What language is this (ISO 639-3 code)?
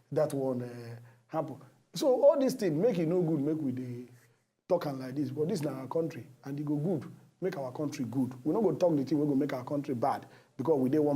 pcm